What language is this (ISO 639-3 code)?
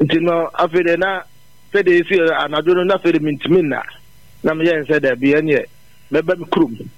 aka